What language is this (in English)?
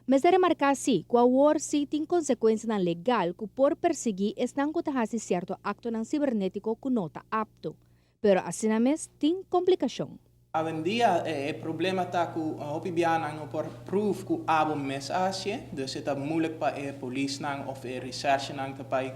Papiamento